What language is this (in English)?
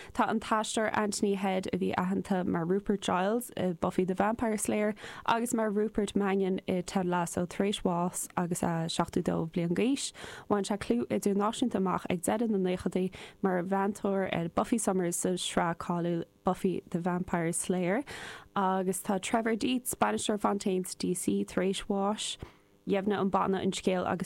Irish